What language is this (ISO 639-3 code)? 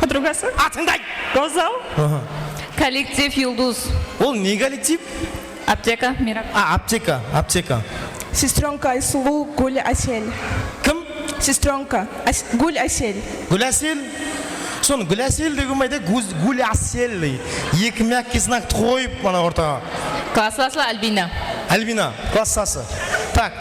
kaa